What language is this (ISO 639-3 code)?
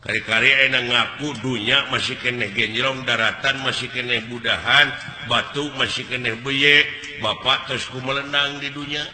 sun